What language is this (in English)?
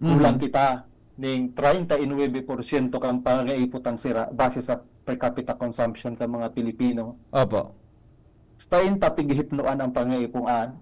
Bikol